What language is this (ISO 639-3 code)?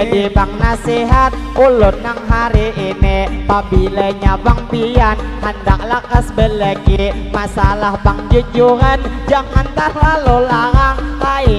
bjn